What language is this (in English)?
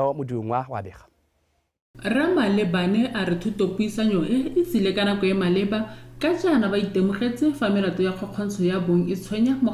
Tswana